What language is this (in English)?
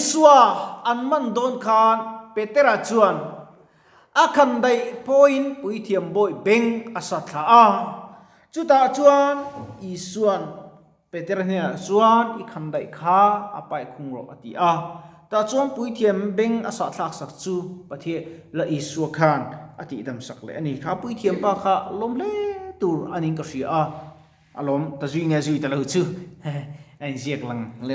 Mizo